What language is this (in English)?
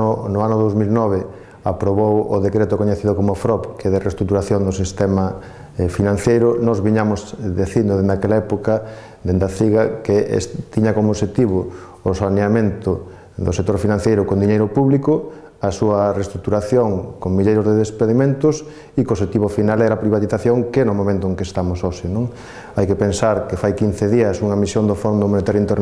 Galician